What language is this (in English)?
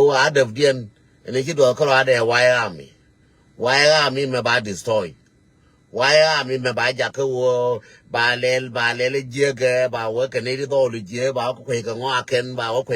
Nuer